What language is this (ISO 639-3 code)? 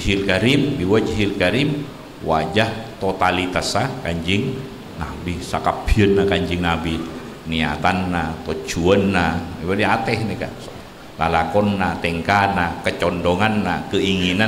mad